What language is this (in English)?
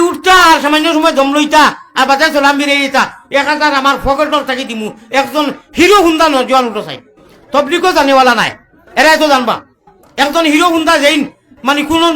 Sylheti